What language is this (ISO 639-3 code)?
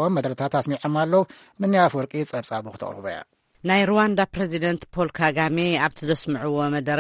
tir